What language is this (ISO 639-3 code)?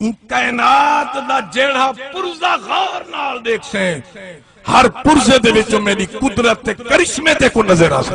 skr